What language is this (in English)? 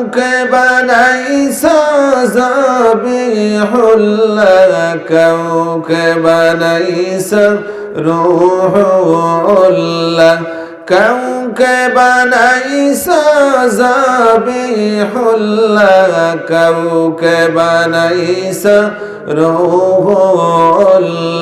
Sylheti